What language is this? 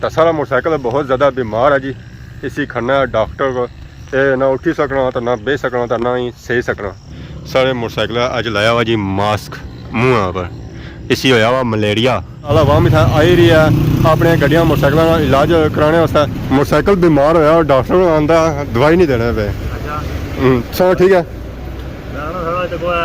Pahari-Potwari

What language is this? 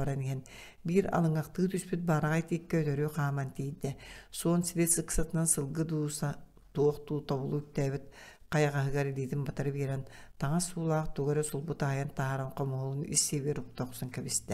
Yakut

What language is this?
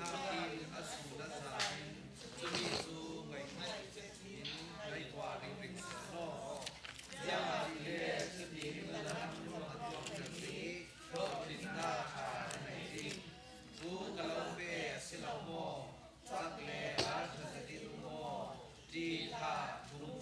Falam Chin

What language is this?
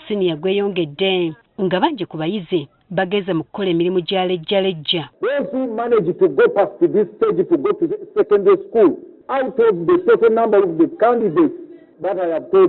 Ganda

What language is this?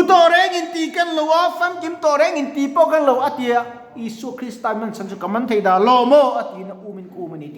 Mizo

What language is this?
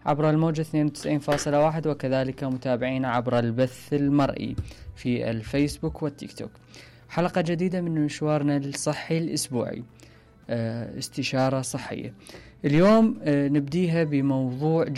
Mesopotamian Arabic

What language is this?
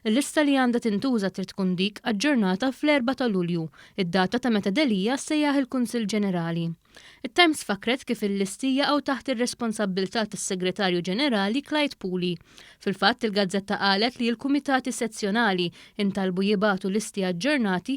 Maltese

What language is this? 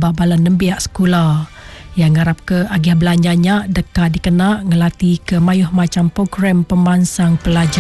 Iban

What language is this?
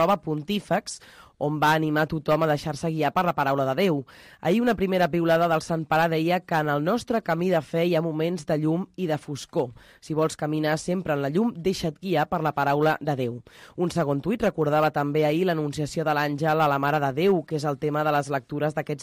Catalan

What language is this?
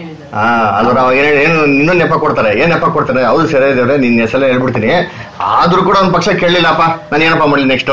Kannada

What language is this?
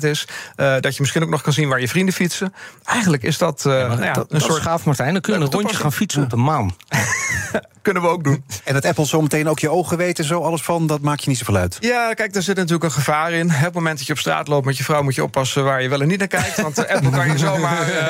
Dutch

